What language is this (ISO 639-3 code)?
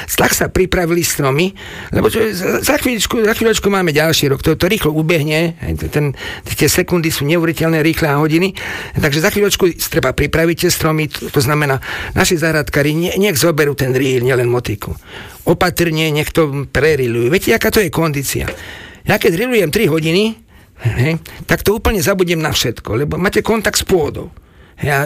slk